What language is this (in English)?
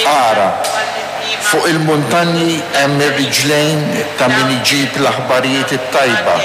Maltese